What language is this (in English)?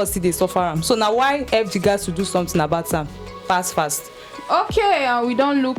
Nigerian Pidgin